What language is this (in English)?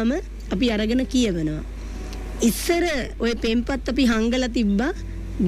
Sinhala